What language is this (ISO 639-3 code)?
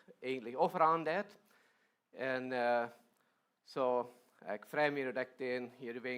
pdt